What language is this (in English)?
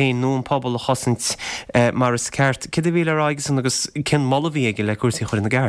Irish